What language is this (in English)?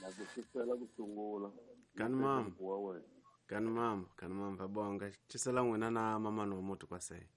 Tsonga